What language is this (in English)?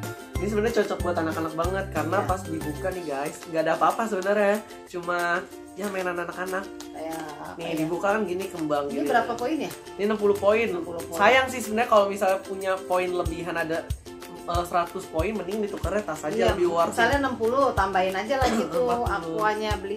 Indonesian